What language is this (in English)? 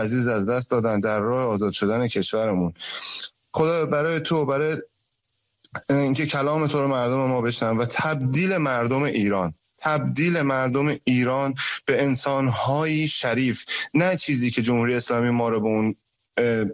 Persian